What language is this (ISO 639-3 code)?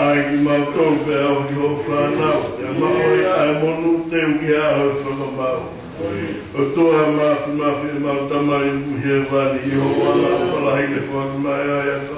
ton